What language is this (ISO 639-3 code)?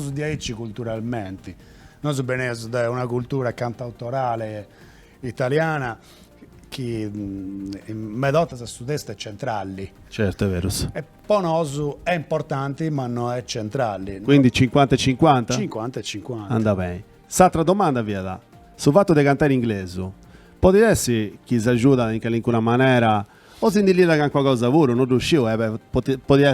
srd